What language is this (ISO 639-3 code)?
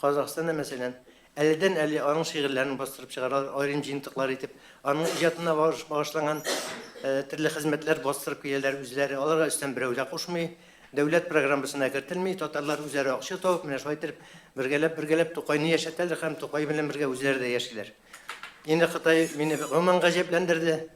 tat